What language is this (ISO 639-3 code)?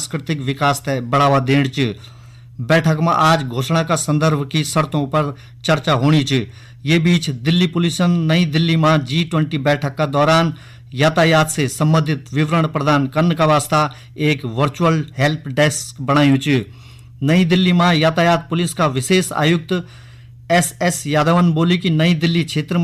gbm